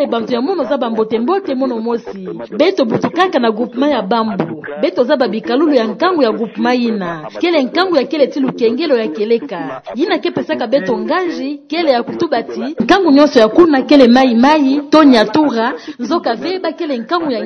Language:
Kituba (Democratic Republic of Congo)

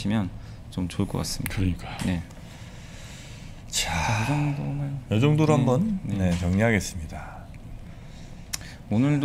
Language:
Korean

